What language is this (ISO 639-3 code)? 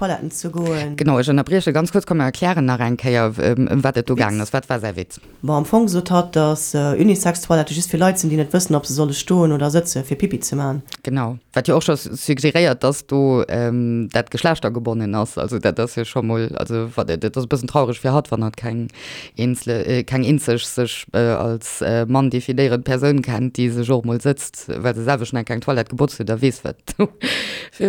ltz